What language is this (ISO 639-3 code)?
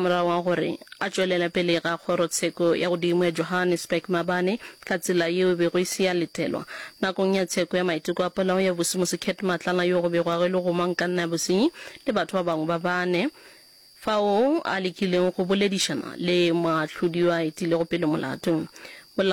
nso